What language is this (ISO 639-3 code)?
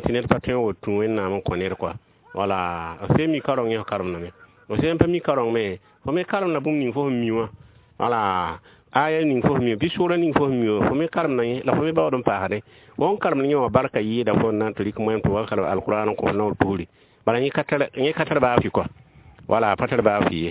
mos